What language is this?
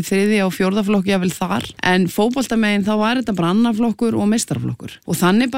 Icelandic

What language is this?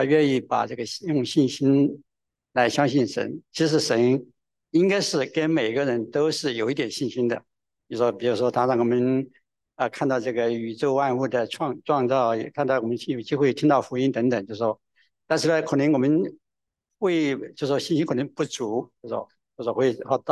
Chinese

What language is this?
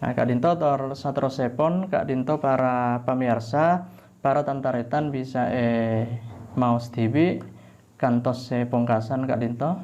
Madurese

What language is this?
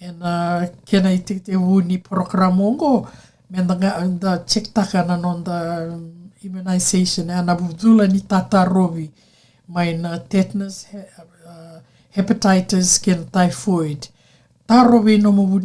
Fijian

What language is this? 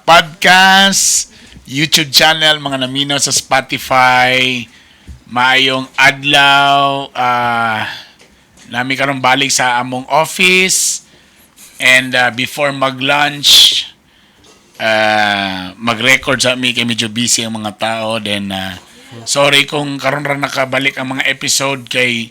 Cebuano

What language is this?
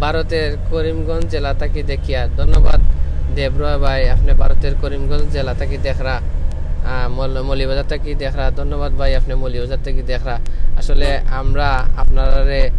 Sylheti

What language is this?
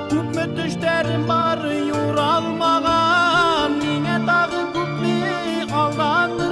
Bashkir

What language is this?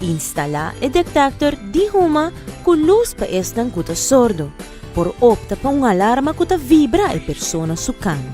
Papiamento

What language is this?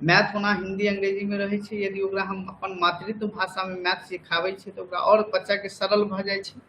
Maithili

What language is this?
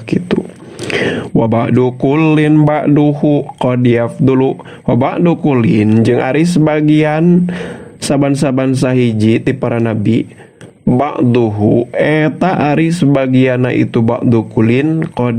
Sundanese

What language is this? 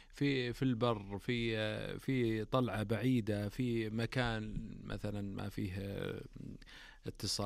Najdi Arabic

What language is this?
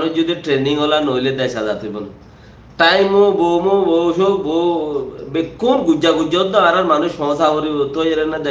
Rohingya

